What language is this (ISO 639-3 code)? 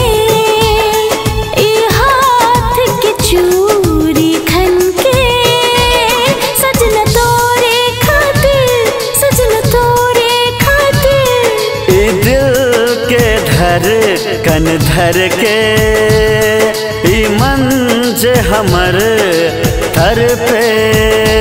mai